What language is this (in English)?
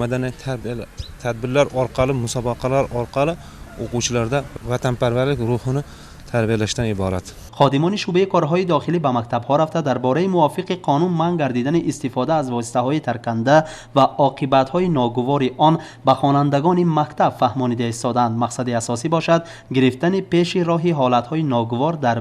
Tajik